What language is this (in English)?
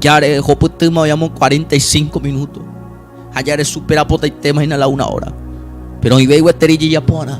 Guarani